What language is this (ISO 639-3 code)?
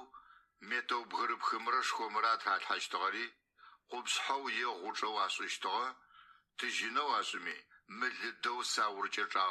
ady